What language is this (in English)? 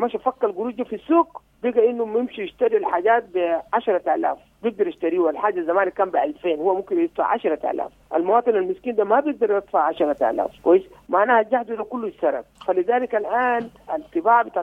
Sudanese Arabic